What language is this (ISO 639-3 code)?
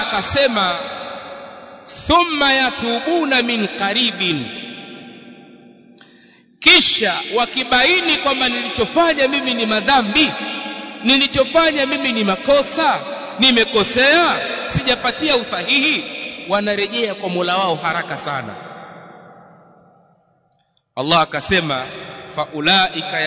swa